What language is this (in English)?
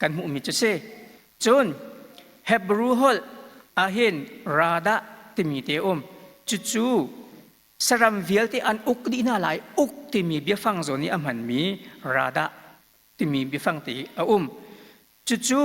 Hakha Chin